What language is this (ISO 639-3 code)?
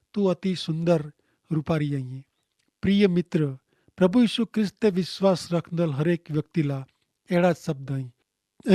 kfr